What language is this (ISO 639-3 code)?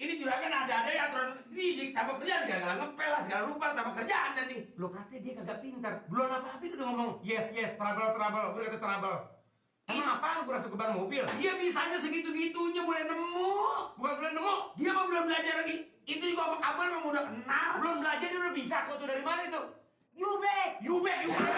bew